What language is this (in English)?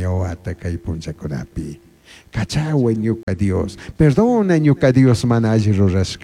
Chimborazo Highland Quichua